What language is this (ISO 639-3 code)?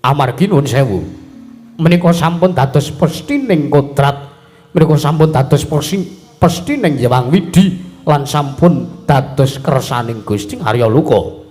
jav